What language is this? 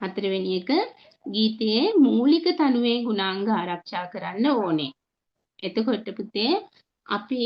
Sinhala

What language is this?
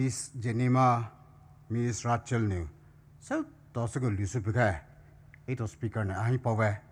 Poumei Naga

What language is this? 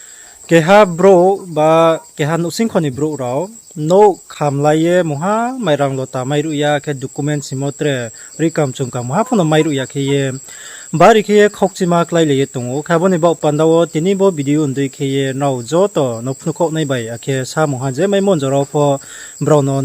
Riang (India)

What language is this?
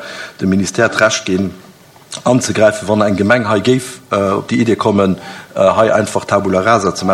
Luxembourgish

